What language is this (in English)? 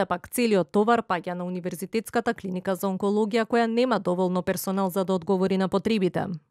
Macedonian